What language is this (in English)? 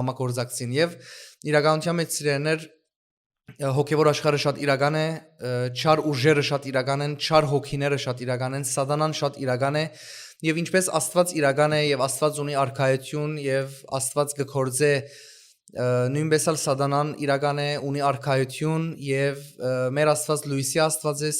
Western Armenian